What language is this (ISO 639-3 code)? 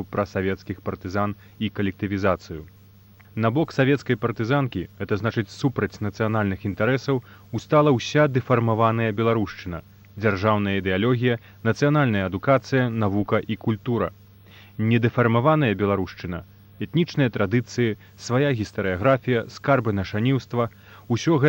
bel